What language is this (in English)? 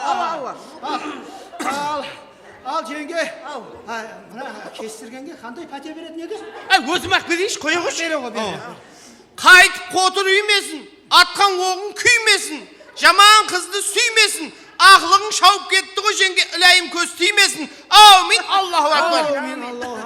Kara-Kalpak